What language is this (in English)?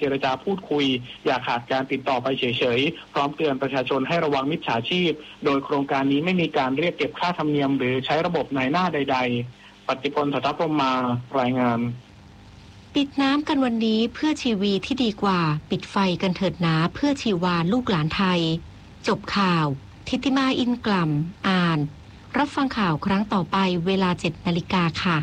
Thai